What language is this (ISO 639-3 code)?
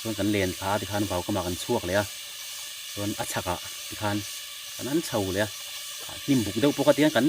lus